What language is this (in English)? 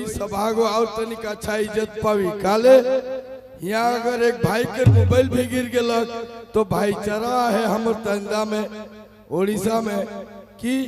Sadri